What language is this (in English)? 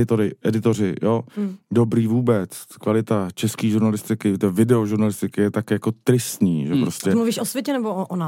Czech